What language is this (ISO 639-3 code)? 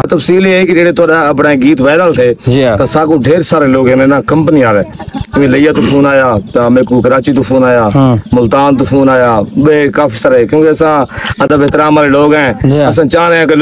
skr